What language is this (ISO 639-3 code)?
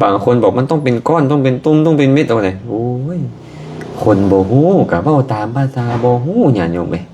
lao